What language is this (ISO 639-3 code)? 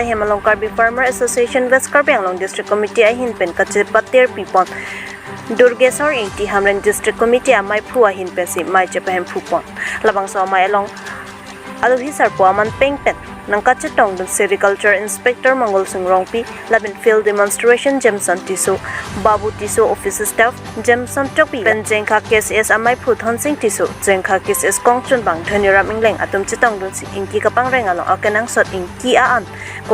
mjw